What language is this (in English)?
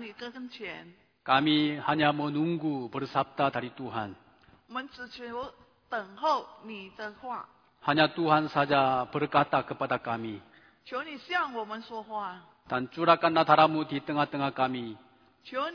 Indonesian